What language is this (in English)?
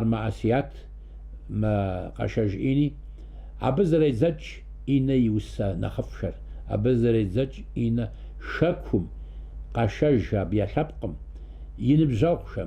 Kabardian